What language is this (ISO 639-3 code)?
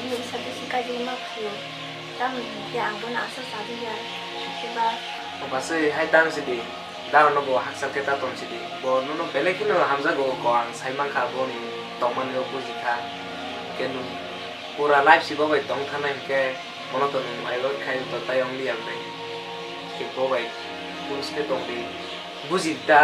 trp